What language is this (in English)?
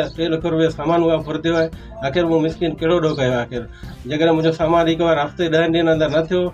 Sindhi